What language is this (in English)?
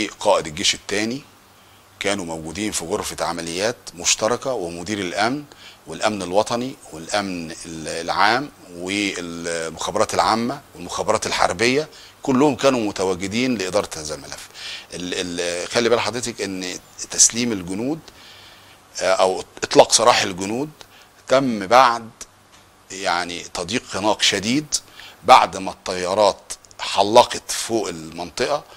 Egyptian Arabic